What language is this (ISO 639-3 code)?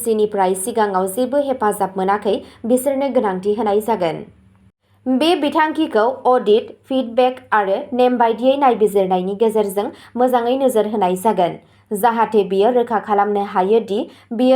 brx